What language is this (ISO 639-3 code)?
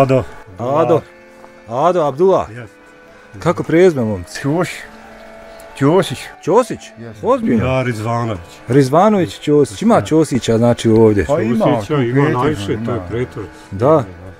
bos